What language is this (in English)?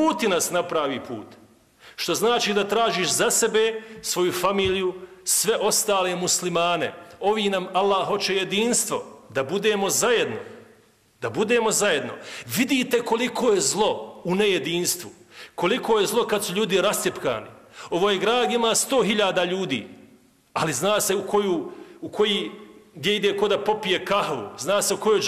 Bosnian